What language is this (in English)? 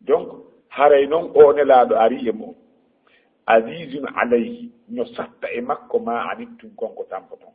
Fula